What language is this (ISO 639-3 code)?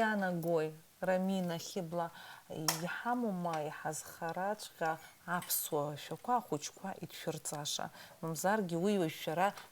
abk